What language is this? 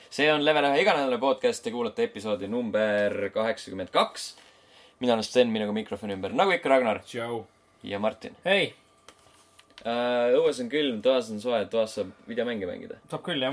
Estonian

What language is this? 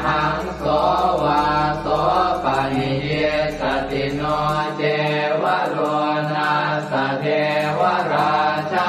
Pali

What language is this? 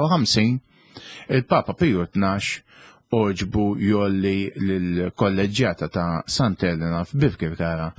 Maltese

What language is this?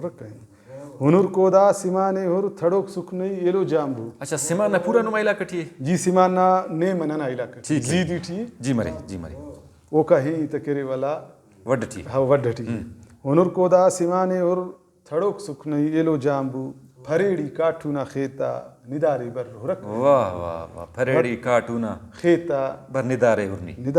Brahui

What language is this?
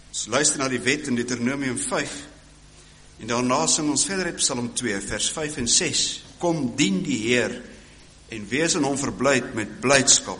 Afrikaans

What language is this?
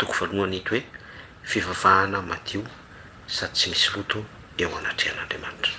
Malagasy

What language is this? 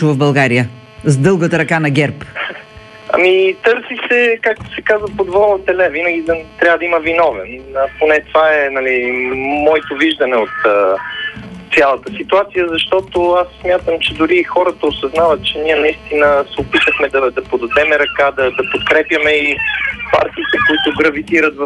Bulgarian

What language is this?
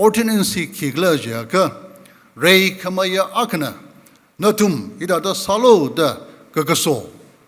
Tangkhul Naga (India)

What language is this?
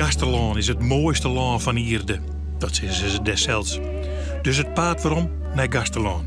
Western Frisian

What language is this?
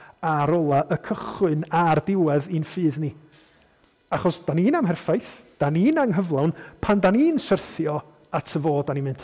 Welsh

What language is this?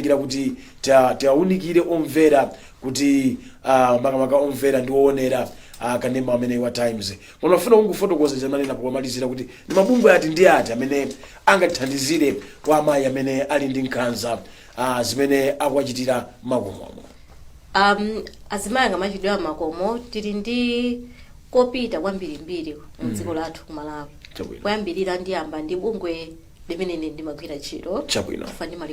Nyanja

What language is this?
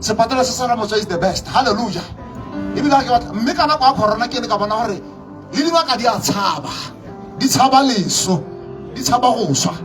Tswana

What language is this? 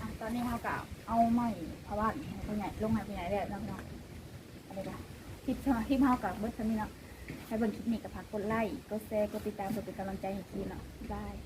Lao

